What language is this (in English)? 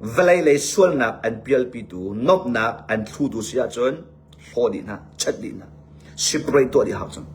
Hakha Chin